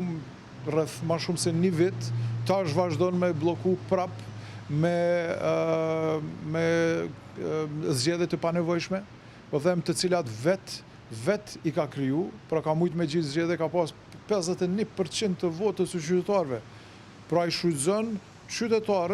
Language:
Albanian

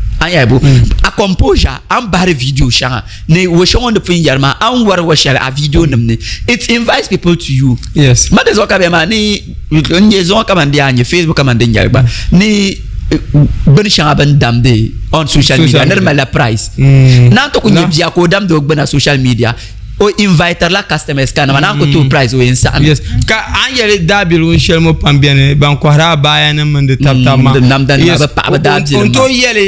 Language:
Dagbani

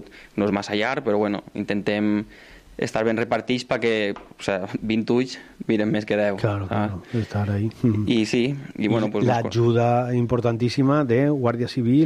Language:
Catalan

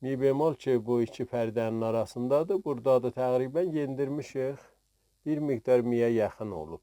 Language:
South Azerbaijani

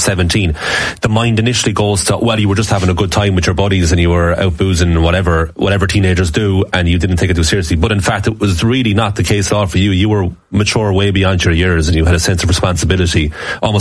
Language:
English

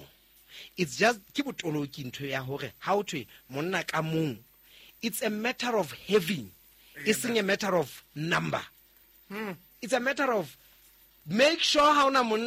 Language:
Southern Sotho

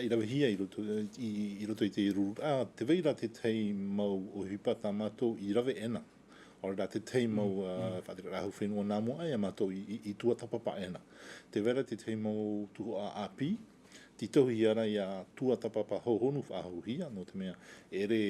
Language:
Tahitian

